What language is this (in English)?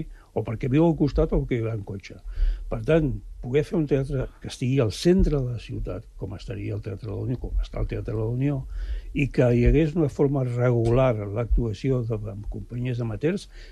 Catalan